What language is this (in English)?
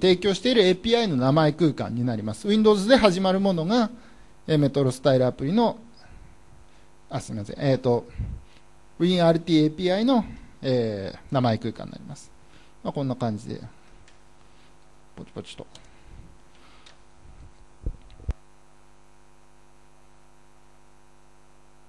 Japanese